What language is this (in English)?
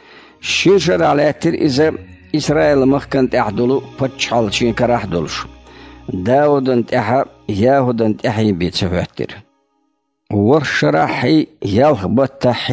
Chechen